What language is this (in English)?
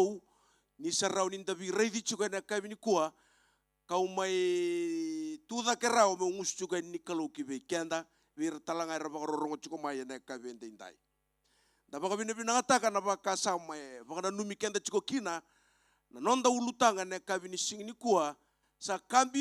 Fijian